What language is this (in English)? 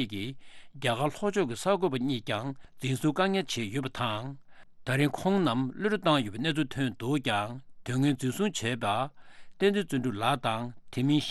Tibetan